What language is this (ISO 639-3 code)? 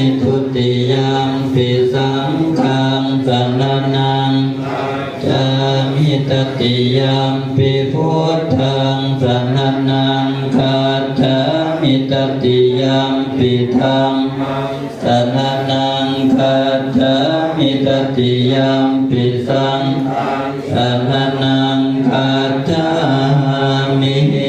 pli